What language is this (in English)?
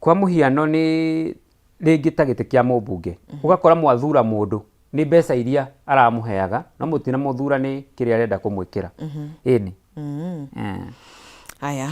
Kikuyu